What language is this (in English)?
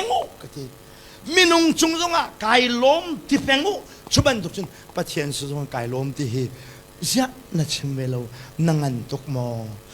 Hakha Chin